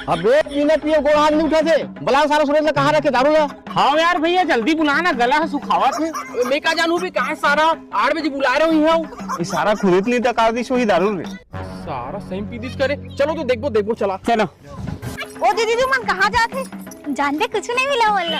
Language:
Chhattisgarhi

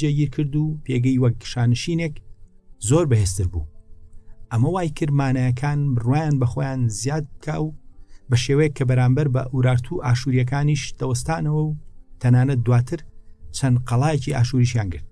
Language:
Central Kurdish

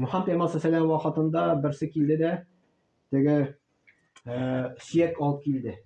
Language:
Tatar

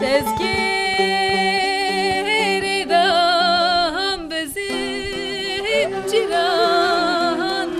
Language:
Kurdish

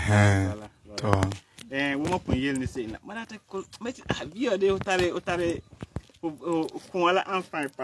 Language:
Frafra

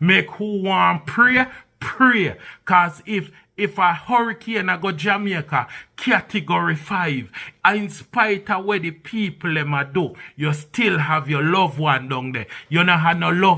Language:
Jamaican Creole English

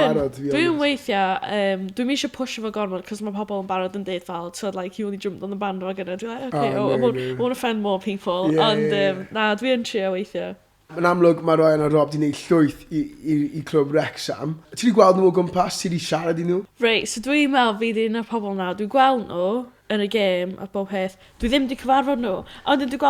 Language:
Welsh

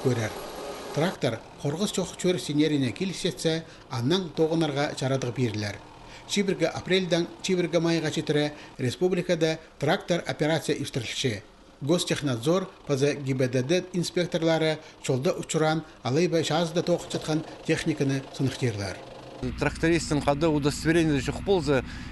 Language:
Khakas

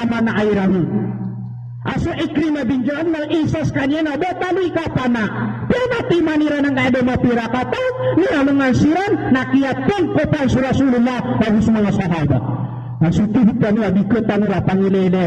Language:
Maranao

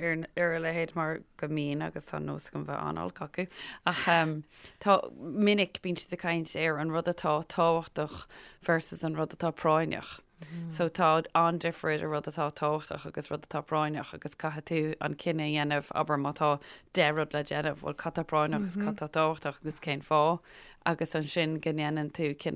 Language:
Irish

